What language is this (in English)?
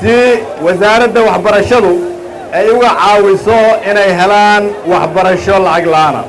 Somali